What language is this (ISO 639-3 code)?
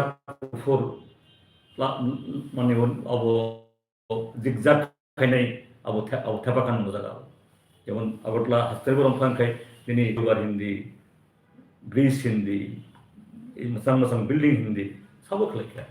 trp